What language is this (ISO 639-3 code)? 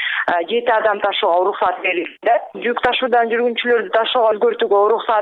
kir